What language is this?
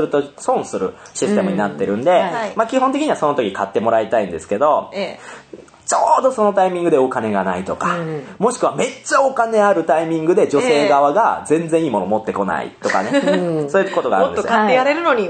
Japanese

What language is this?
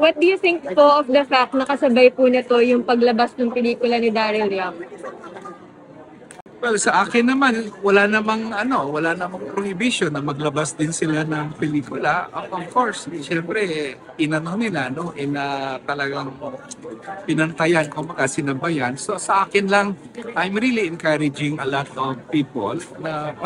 Filipino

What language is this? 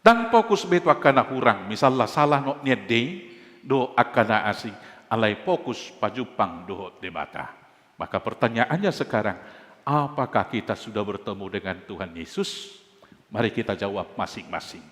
Batak Toba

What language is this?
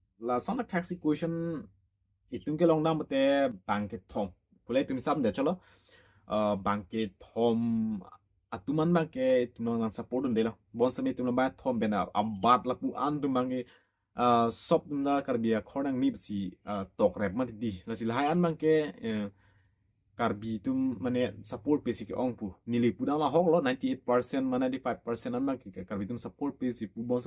Karbi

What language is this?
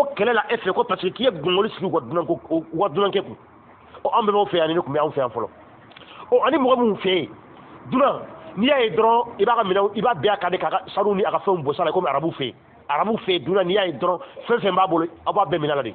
Bambara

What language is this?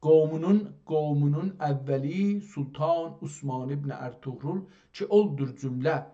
South Azerbaijani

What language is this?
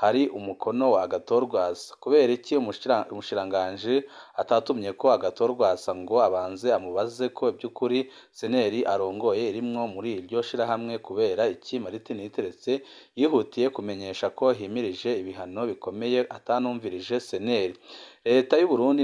Rundi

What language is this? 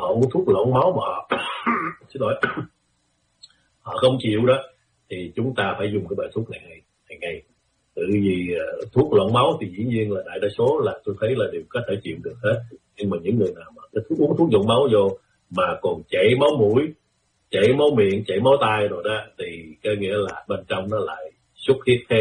Vietnamese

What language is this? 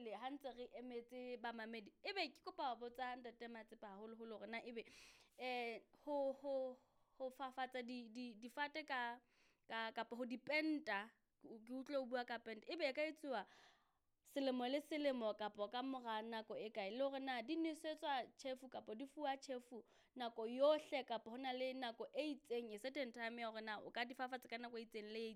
Southern Sotho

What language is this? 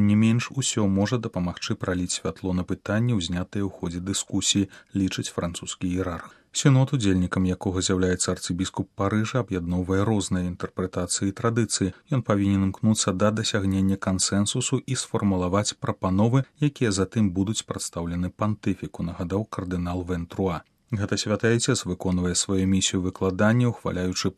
Belarusian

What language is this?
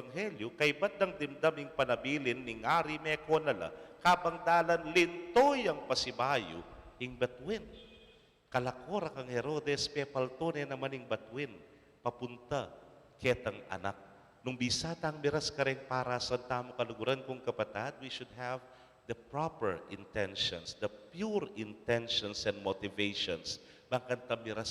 Pampanga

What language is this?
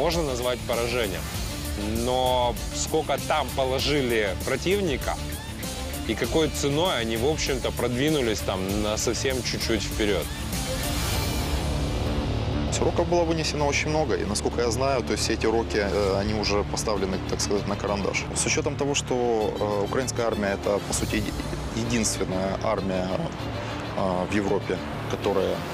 Russian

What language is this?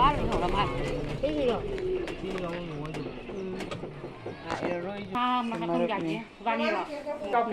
Manipuri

